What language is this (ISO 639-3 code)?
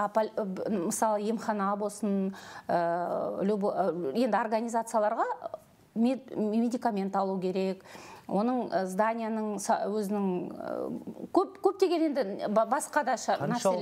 kaz